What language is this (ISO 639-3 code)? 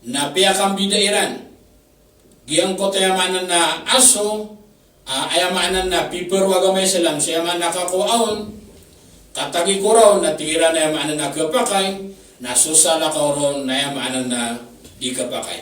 mrw